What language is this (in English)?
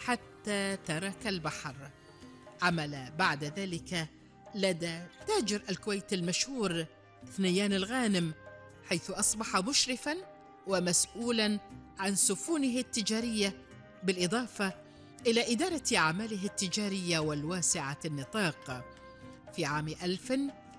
Arabic